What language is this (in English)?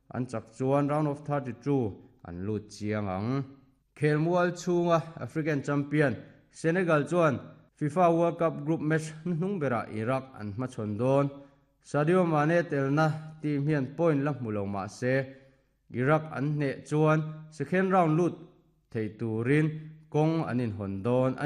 Mizo